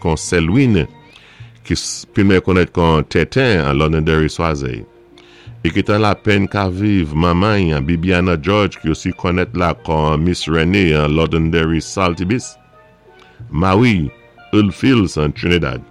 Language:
Saint Lucian Creole French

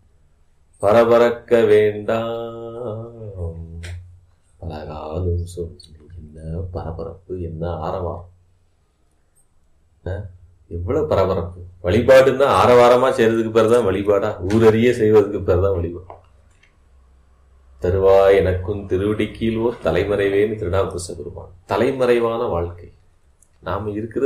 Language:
Tamil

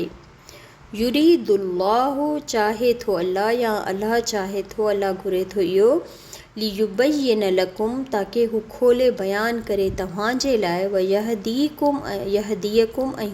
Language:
Sindhi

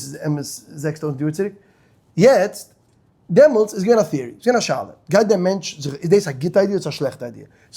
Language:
Yiddish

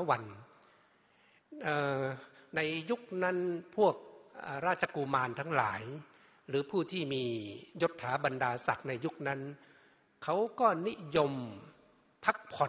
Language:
Thai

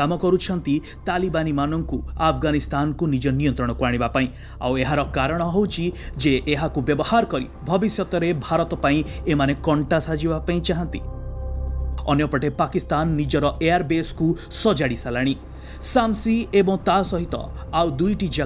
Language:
Odia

